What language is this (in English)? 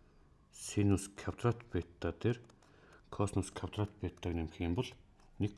Mongolian